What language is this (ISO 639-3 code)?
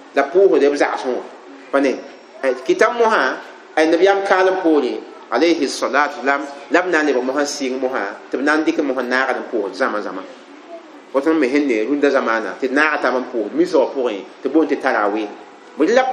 mos